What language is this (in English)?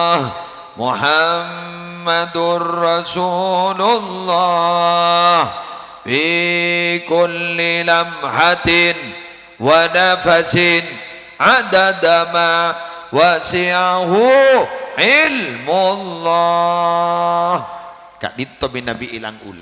Madurese